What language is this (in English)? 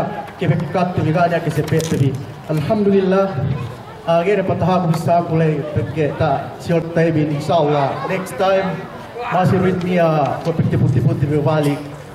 Yakan